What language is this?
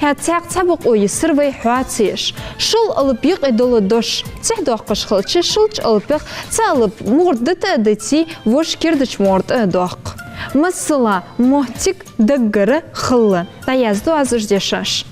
Ingush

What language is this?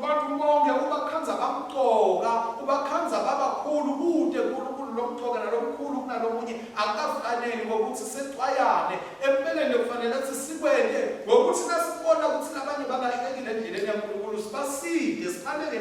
Swati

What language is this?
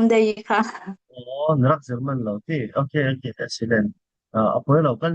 Falam Chin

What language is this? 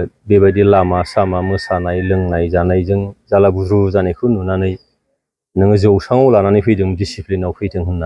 Bodo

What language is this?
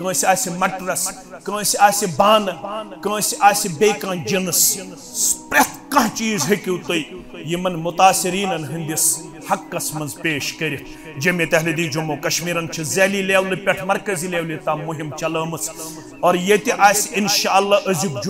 Kashmiri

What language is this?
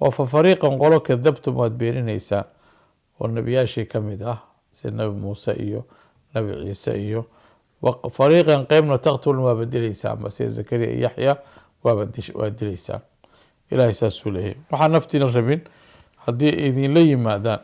Somali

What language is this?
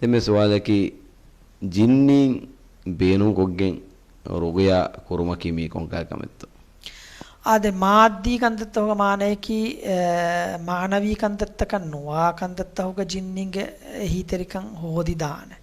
Divehi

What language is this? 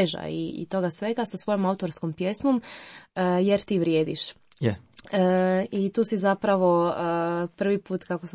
Croatian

